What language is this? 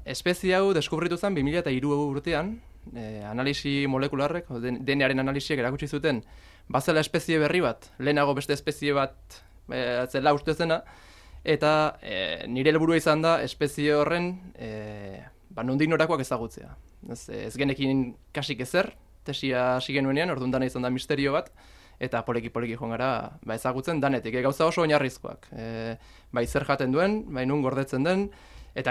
Basque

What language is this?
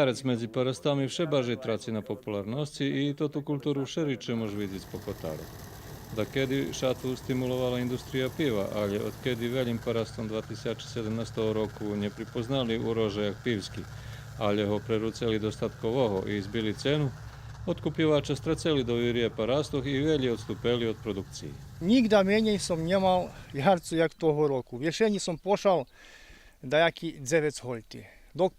Rusyn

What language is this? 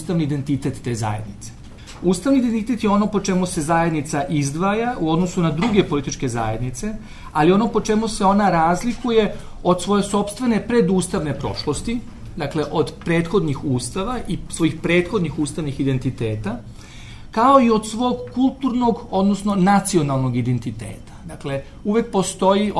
Serbian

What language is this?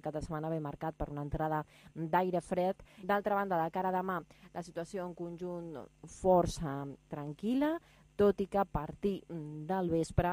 Catalan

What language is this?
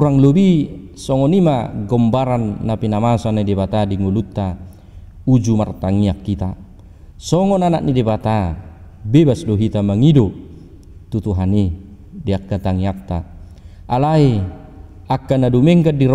Batak Toba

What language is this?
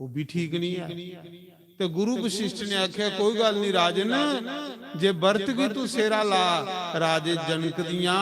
Dogri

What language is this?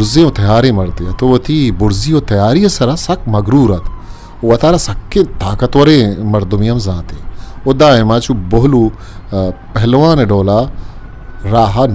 Eastern Balochi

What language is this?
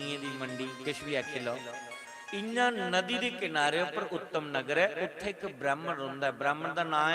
Dogri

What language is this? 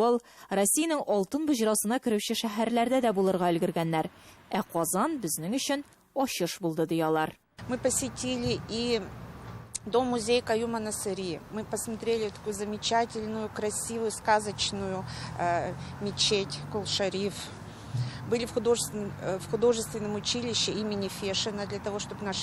Tatar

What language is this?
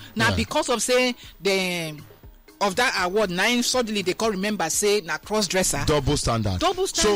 Nigerian Pidgin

